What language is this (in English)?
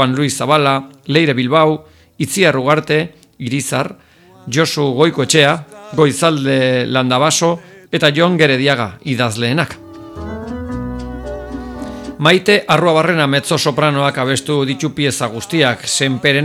Basque